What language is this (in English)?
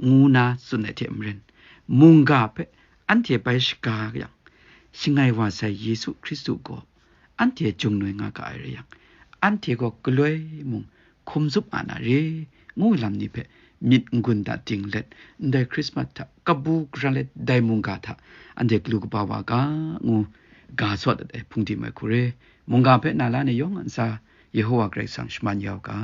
Kachin